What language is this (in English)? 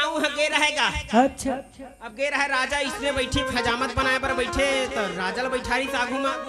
Chhattisgarhi